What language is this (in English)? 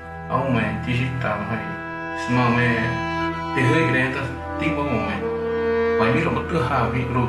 Xavánte